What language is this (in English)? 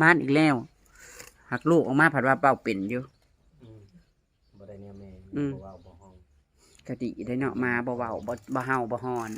Northeastern Thai